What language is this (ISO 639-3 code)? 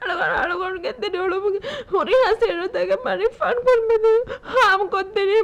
div